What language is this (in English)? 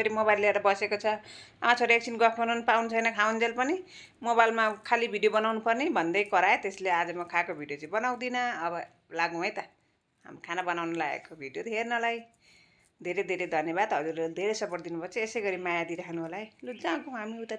Nepali